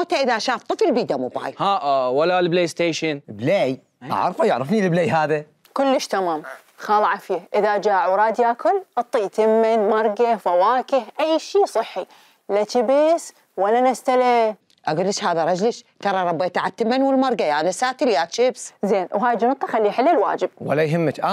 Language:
Mesopotamian Arabic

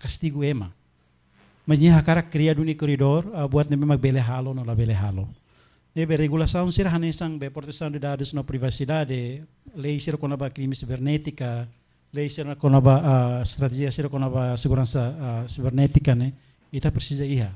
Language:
Tetum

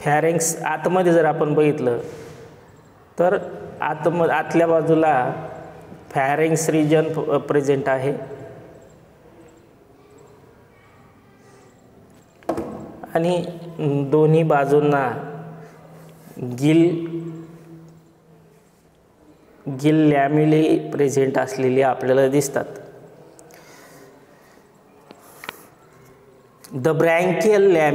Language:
Marathi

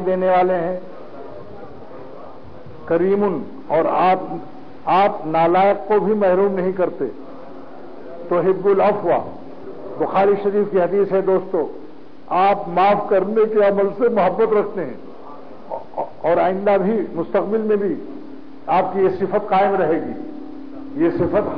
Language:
Urdu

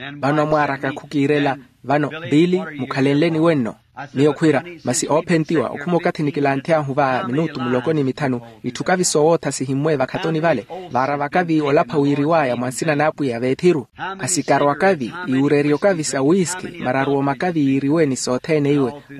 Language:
Makhuwa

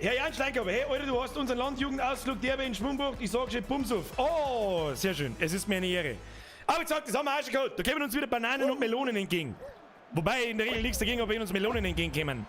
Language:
Bavarian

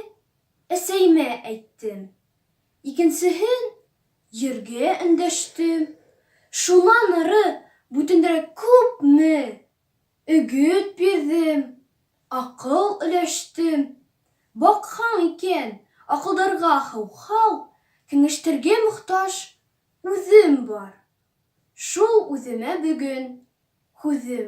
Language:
Bashkir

